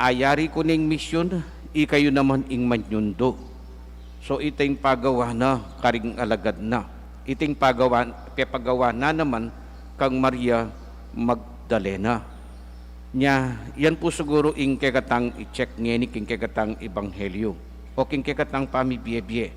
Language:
Pampanga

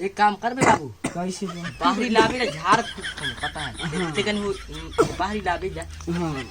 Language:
Chhattisgarhi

